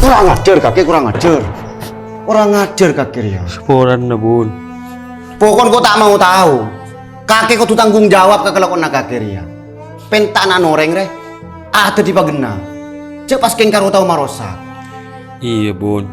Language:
Madurese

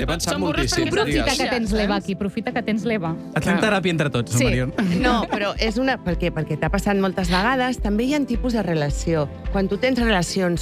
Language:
Catalan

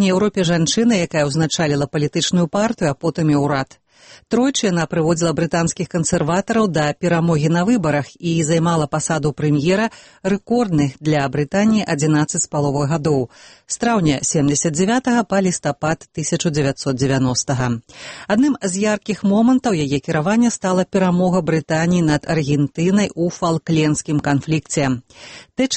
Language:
Belarusian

